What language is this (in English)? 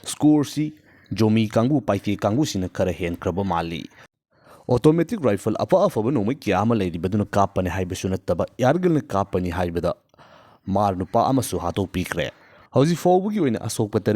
Manipuri